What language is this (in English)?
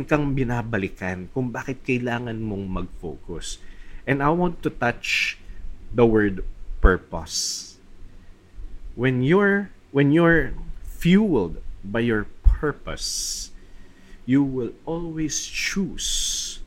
Filipino